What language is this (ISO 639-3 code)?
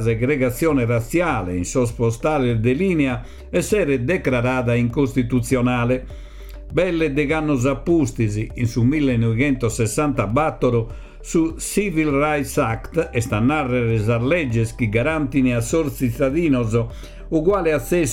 srd